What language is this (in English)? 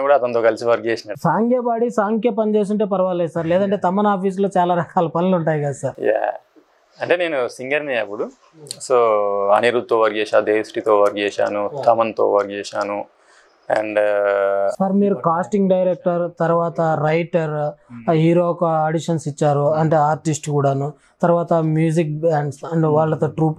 Telugu